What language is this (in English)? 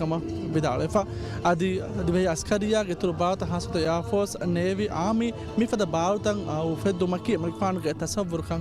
Divehi